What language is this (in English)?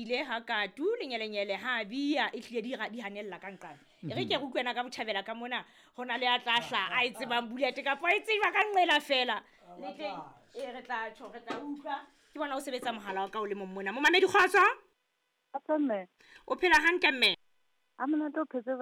Southern Sotho